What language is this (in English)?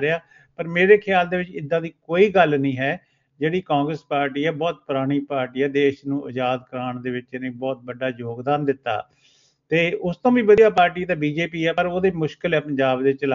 Punjabi